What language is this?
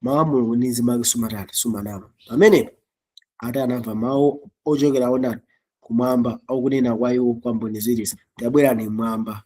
Nyanja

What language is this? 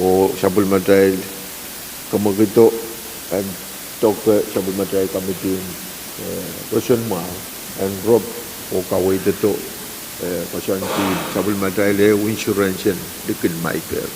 Pohnpeian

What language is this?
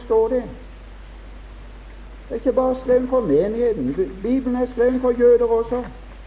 Norwegian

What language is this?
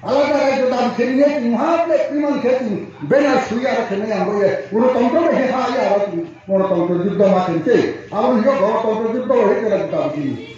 Riang (India)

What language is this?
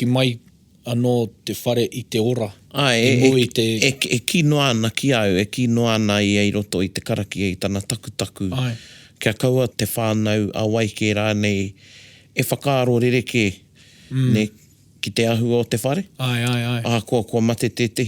Māori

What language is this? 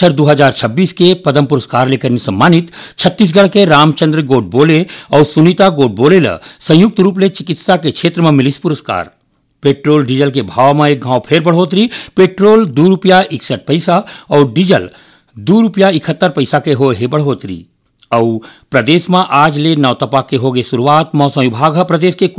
Chhattisgarhi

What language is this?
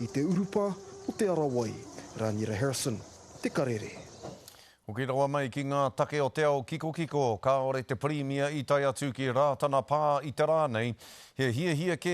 Māori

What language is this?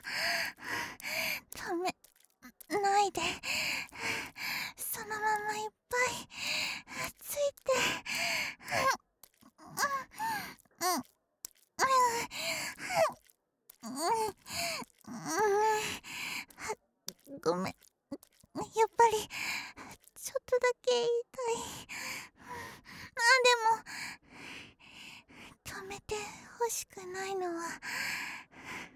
Japanese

